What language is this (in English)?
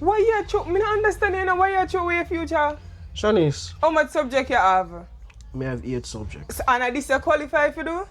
Jamaican Creole English